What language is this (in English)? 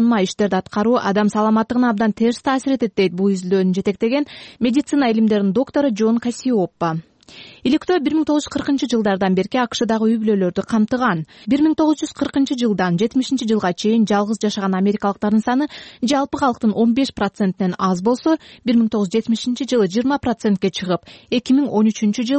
Kyrgyz